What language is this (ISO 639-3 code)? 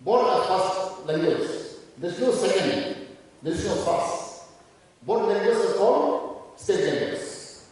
trp